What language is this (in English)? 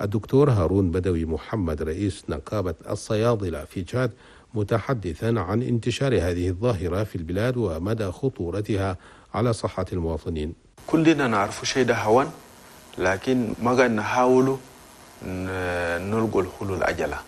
Chadian Arabic